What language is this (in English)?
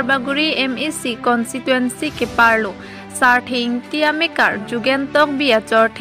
Karbi